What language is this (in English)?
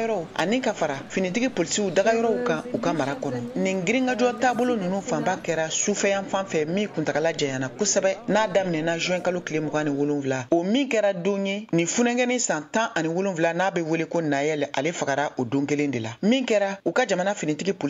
Bambara